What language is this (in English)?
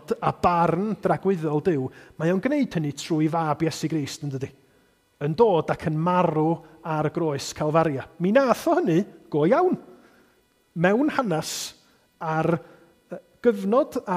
Welsh